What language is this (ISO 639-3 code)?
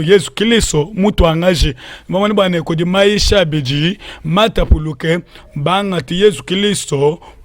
lua